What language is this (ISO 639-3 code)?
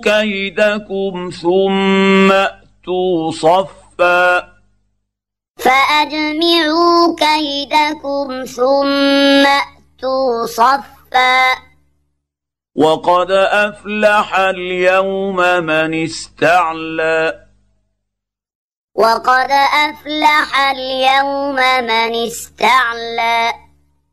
ara